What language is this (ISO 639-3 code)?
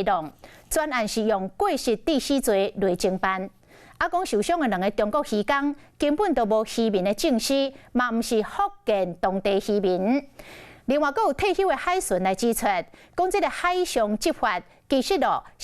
nan